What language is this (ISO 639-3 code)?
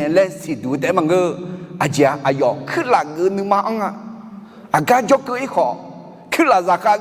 ahk